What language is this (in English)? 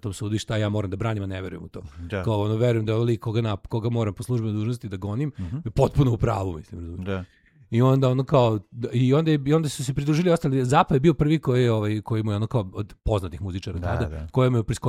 Serbian